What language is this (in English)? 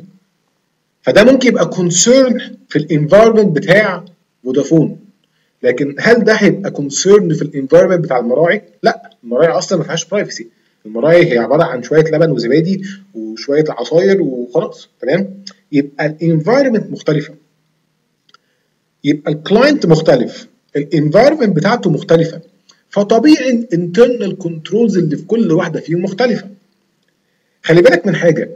Egyptian Arabic